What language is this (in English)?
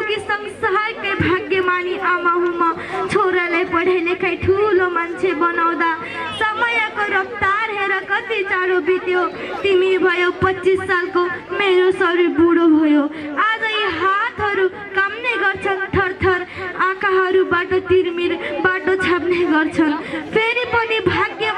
Nepali